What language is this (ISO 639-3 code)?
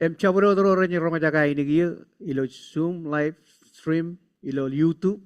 mah